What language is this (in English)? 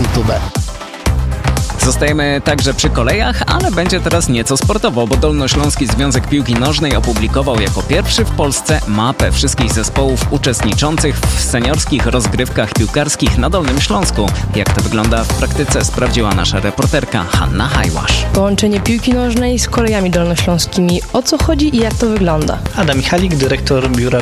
Polish